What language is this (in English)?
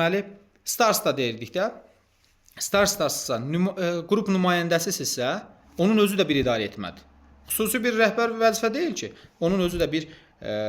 Azerbaijani